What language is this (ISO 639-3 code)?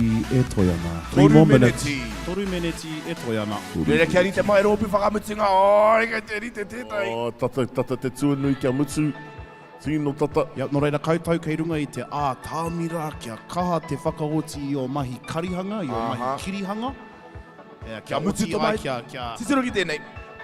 mri